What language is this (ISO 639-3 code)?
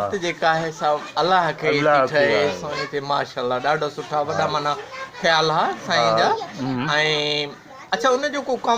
snd